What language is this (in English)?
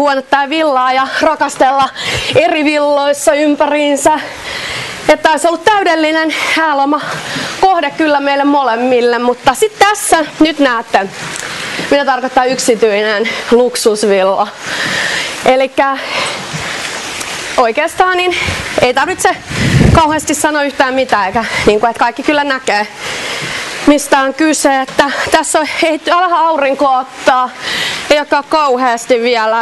Finnish